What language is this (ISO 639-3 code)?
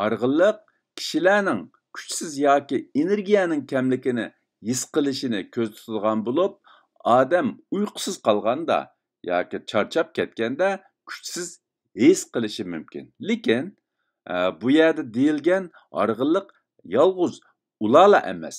uig